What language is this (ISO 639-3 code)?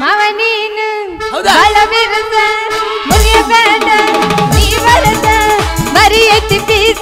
kan